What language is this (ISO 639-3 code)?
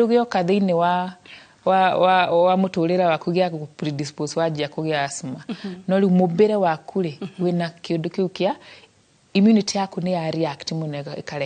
kik